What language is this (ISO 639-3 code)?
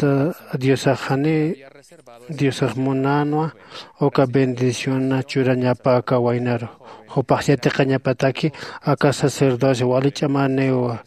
aym